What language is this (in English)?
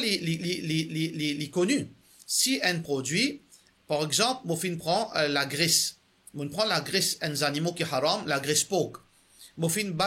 Morisyen